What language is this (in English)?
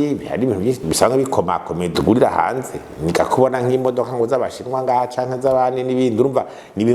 Rundi